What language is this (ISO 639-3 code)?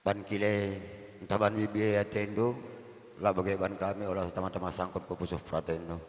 btx